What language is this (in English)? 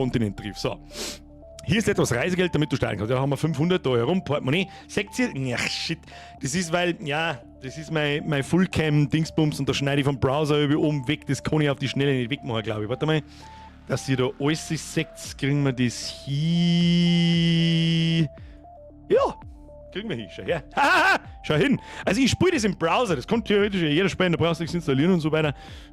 Bavarian